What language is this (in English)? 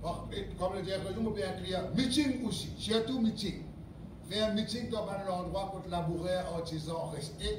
Morisyen